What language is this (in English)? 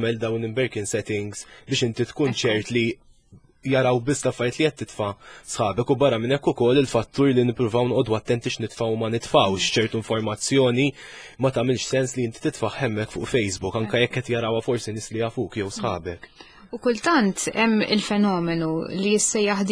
Maltese